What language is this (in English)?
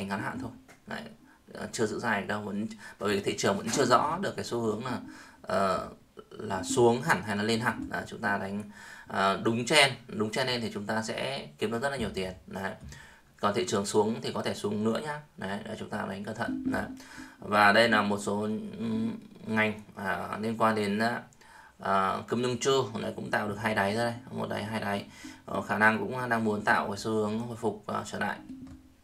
Vietnamese